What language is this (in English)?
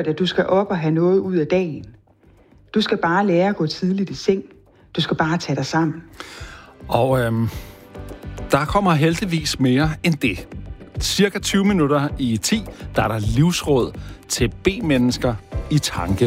Danish